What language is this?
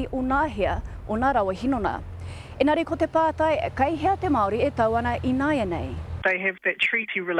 Māori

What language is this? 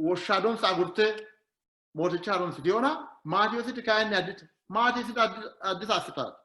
Sidamo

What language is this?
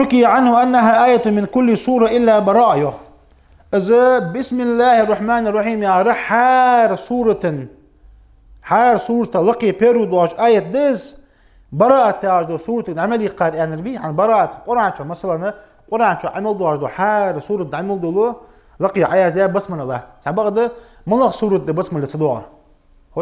Ingush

